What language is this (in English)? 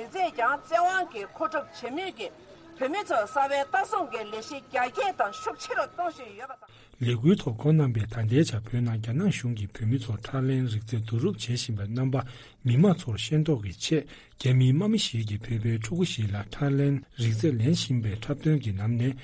Tibetan